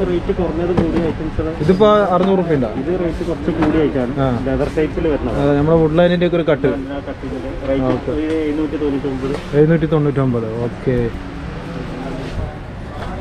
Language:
Malayalam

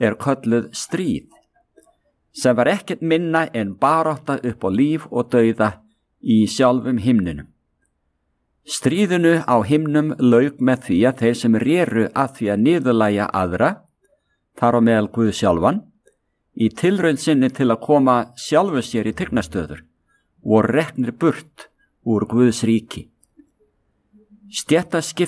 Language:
Icelandic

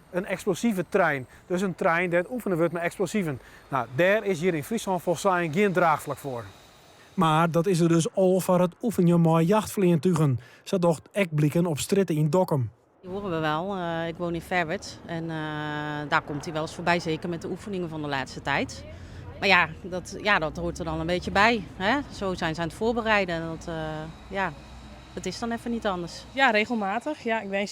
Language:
Western Frisian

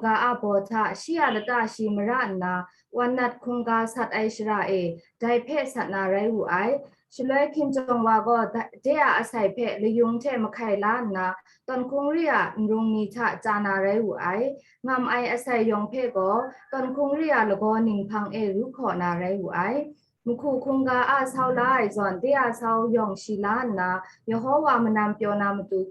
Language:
Kachin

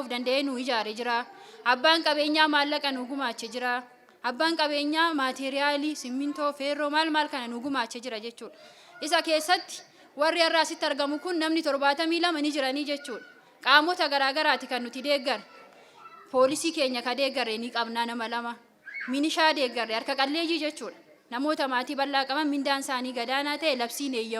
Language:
Oromo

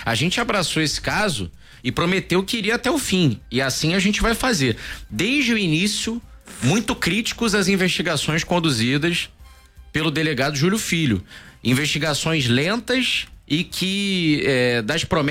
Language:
Portuguese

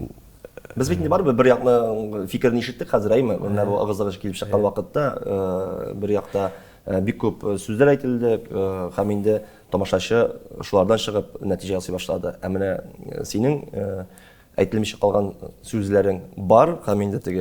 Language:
Tatar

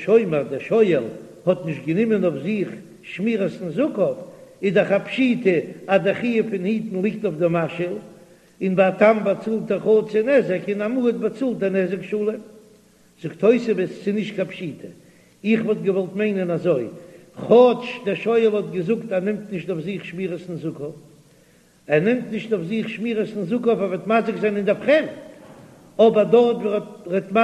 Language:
Yiddish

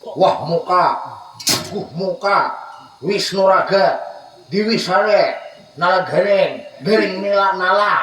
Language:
Banjar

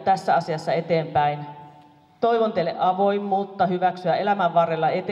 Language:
Finnish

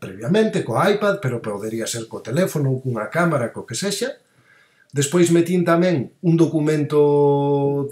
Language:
Galician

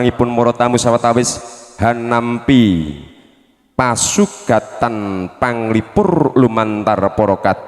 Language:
Javanese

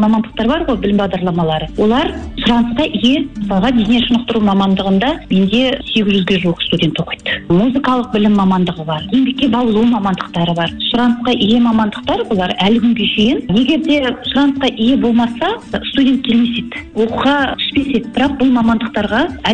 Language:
Kazakh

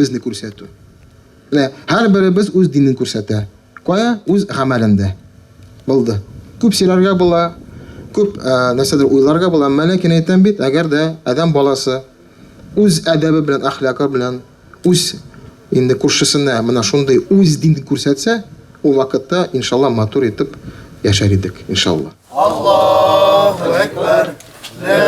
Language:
Tatar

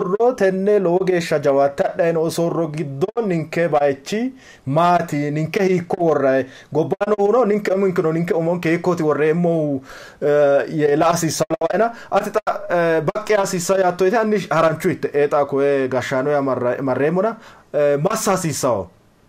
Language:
Sidamo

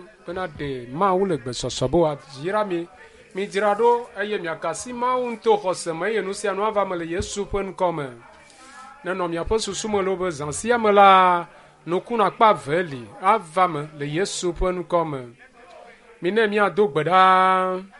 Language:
Ewe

